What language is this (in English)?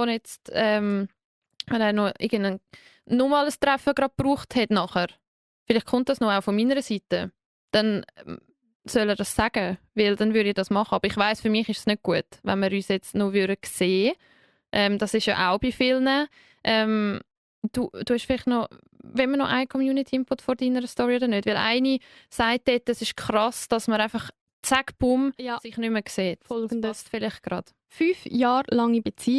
Swiss German